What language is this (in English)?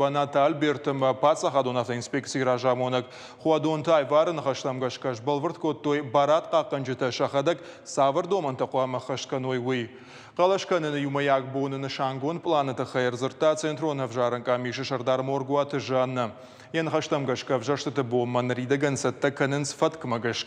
Ossetic